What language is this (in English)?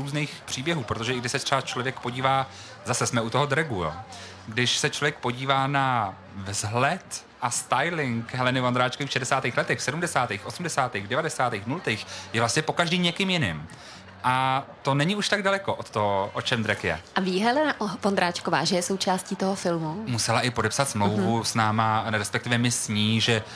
Czech